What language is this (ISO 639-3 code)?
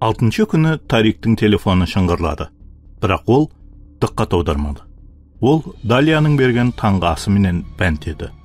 kaa